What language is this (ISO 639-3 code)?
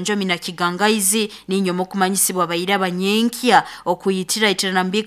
nyo